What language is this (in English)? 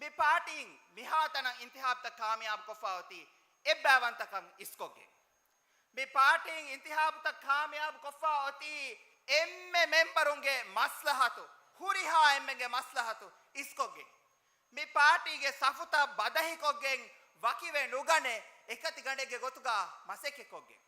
Divehi